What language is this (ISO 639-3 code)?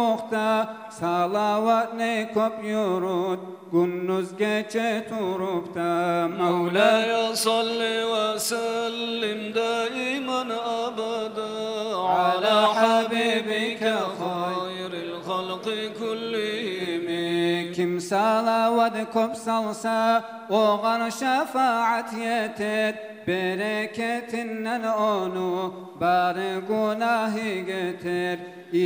kum